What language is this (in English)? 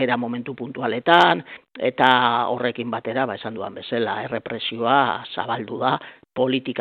Basque